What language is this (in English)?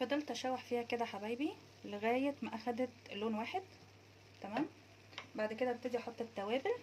Egyptian Arabic